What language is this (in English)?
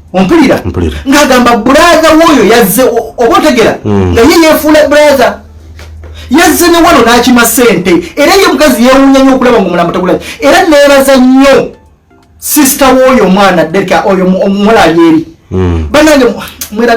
Ganda